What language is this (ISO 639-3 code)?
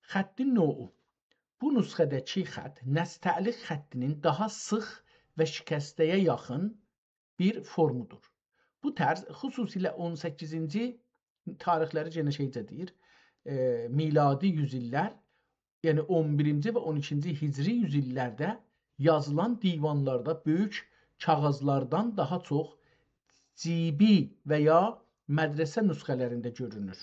azb